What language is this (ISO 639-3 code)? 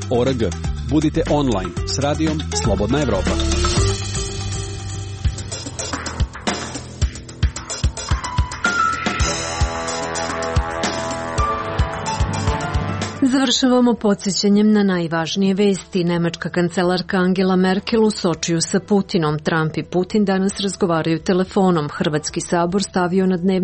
srp